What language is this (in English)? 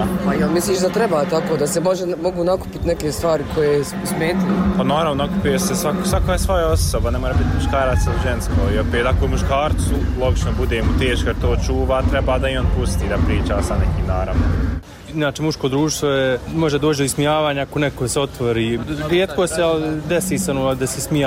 Bosnian